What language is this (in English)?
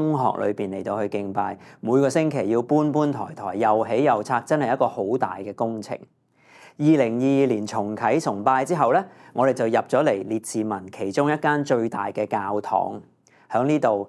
Cantonese